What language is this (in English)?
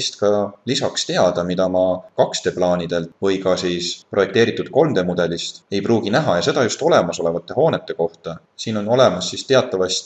Estonian